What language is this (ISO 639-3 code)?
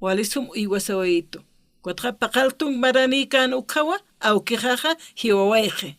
aym